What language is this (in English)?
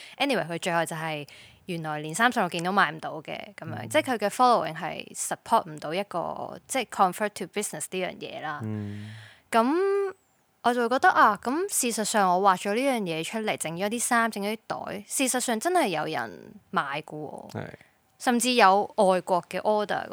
Cantonese